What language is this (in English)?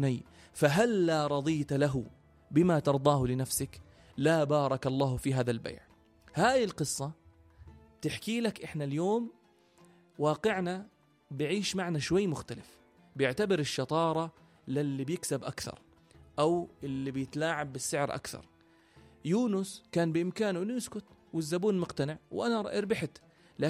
North Levantine Arabic